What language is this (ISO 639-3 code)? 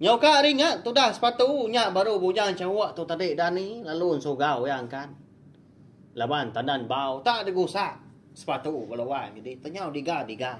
iba